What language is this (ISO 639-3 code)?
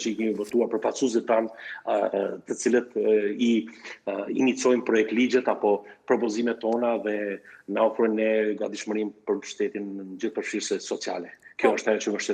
sqi